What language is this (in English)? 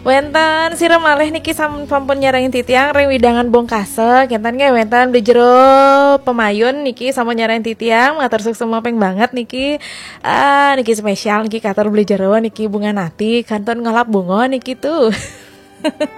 Balinese